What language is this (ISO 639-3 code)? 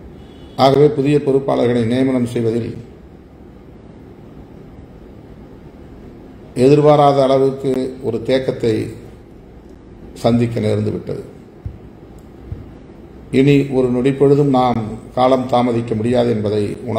tam